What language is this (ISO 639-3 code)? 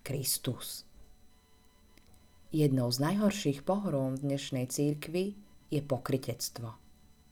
slk